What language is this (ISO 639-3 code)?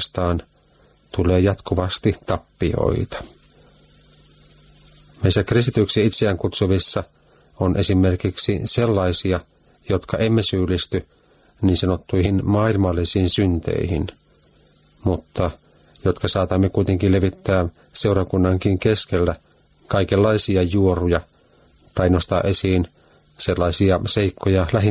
fin